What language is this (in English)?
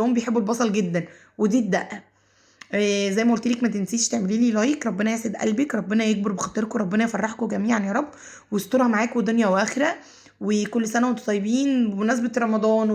Egyptian Arabic